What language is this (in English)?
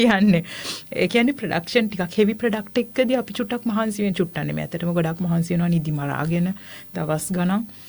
Sinhala